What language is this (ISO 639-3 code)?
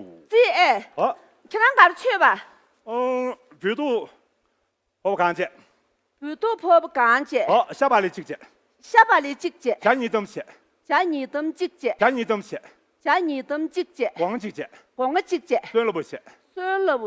bod